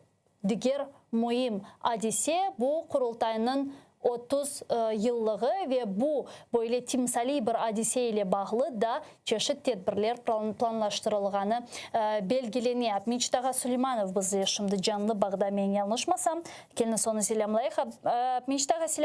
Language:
Crimean Tatar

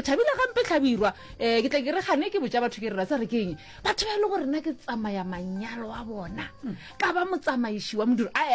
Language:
Northern Sotho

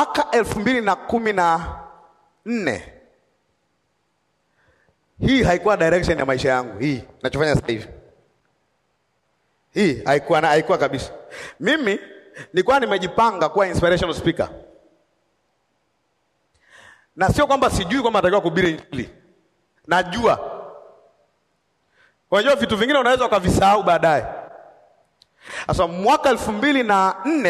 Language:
Swahili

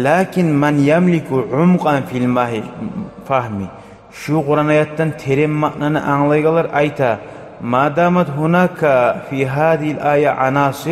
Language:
Kumyk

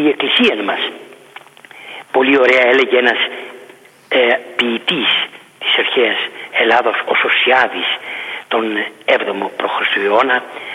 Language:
Greek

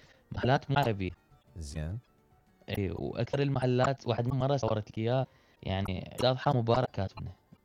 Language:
Mesopotamian Arabic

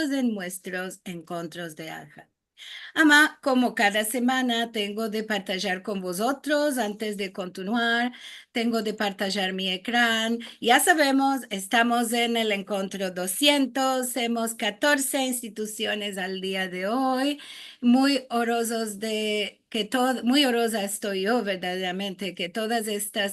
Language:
Ladino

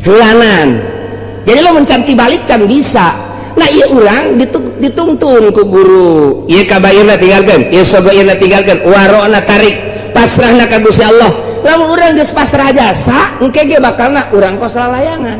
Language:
Sundanese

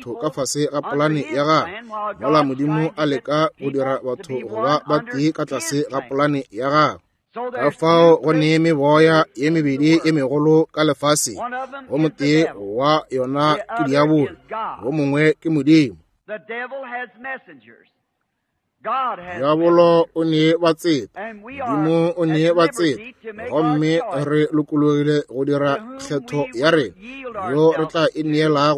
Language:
Northern Sotho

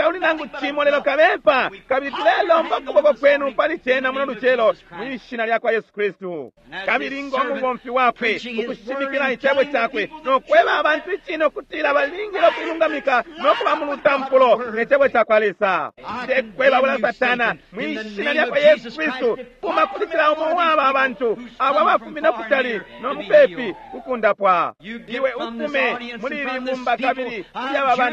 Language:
Bemba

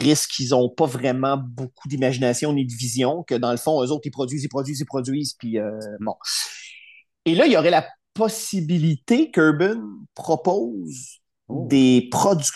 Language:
French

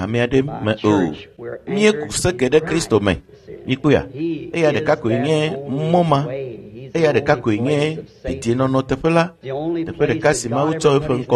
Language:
Ewe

